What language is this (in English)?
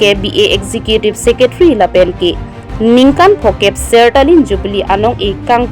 Karbi